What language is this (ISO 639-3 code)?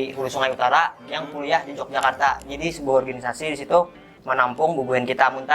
bjn